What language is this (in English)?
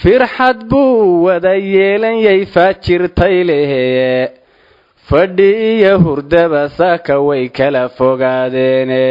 Somali